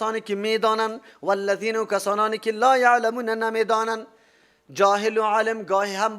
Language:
Persian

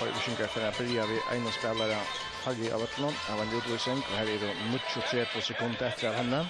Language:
Faroese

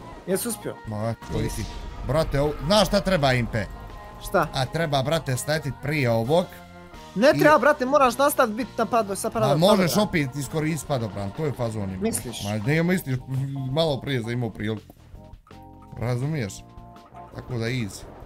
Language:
Bosnian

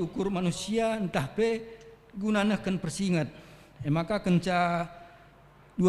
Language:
Batak Karo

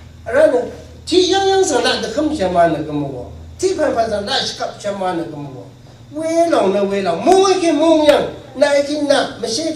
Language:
Rawang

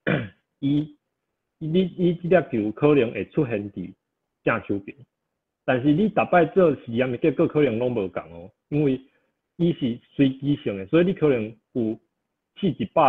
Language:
Min Nan Chinese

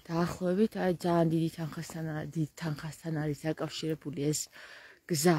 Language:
Georgian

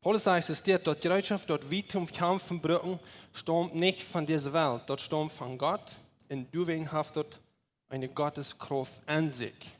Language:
Plautdietsch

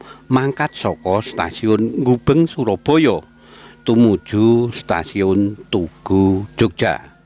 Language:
Javanese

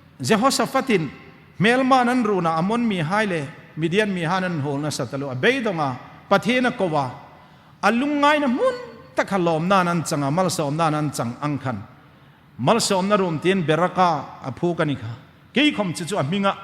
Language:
Hmar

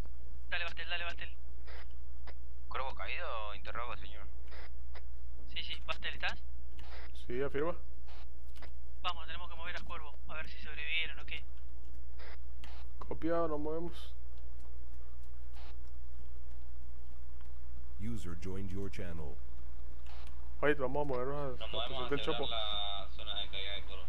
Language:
Spanish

